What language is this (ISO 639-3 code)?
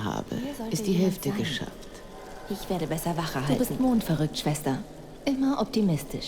bar